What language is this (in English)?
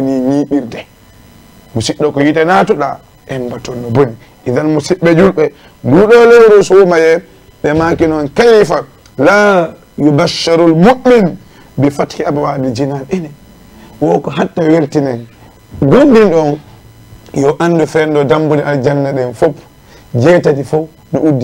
Fula